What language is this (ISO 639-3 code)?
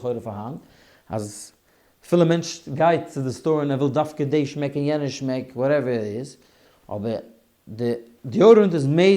yid